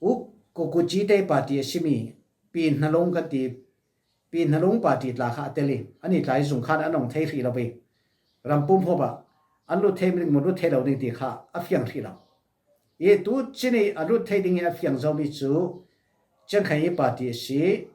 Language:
Falam Chin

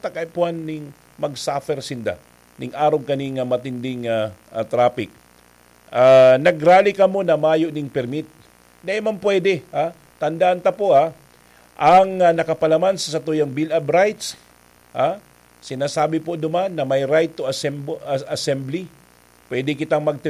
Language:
Bikol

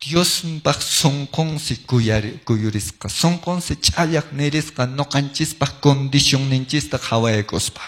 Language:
Quechua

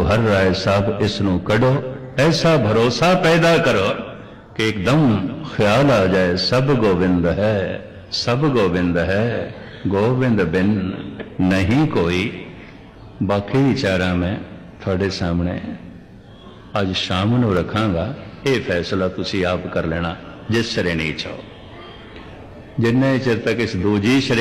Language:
Punjabi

